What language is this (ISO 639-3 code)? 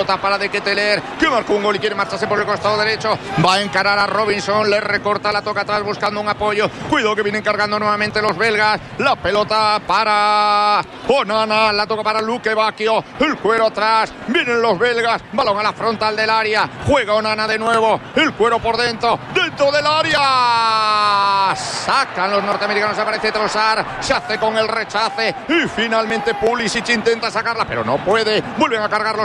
spa